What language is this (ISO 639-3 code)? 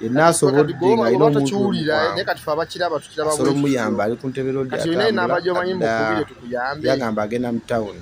lug